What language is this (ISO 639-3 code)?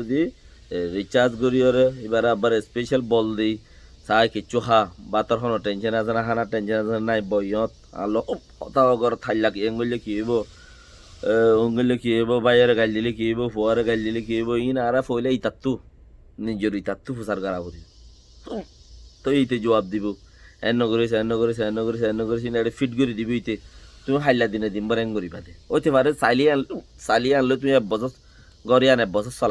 rhg